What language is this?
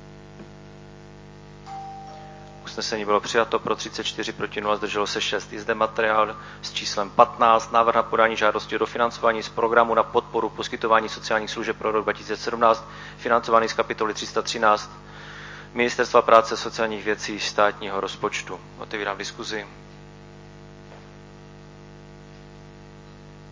Czech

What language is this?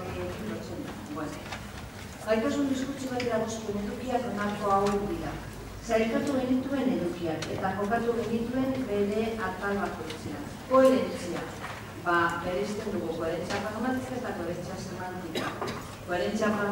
Basque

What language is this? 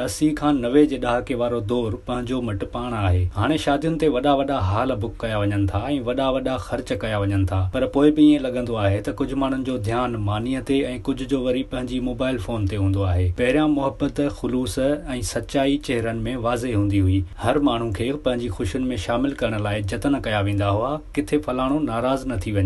Sindhi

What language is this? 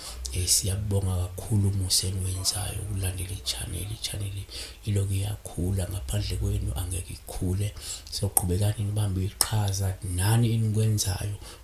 Zulu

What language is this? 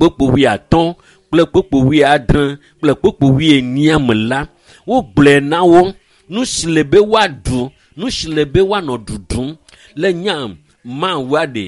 Ewe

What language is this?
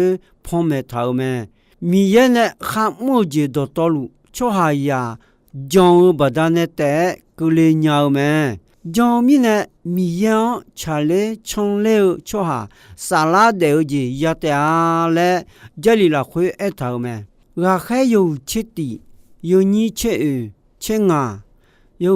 Akha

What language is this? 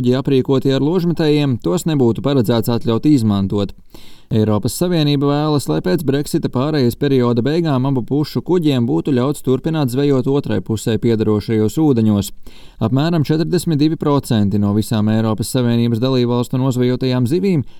Latvian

